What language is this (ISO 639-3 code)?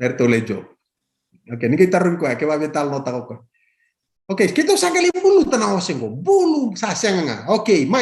fij